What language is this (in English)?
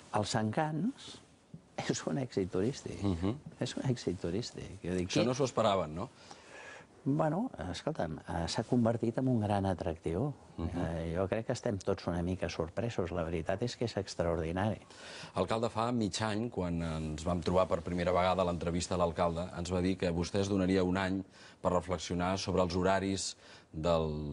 Catalan